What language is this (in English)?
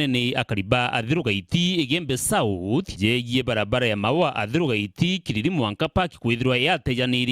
Meru